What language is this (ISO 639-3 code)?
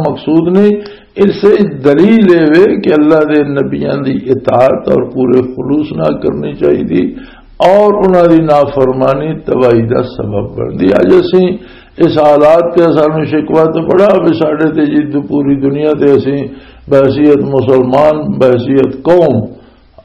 lah